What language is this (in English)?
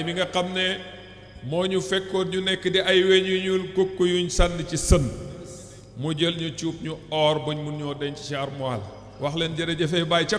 Wolof